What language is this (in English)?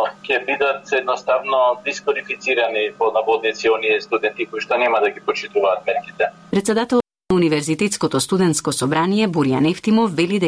Macedonian